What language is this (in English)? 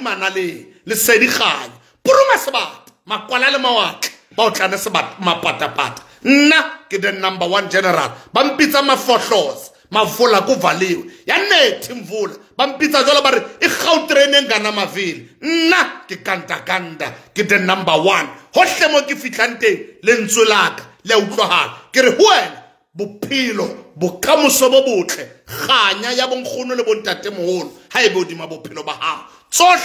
Southern Sotho